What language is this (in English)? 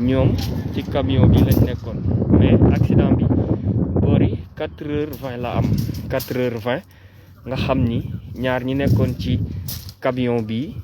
Wolof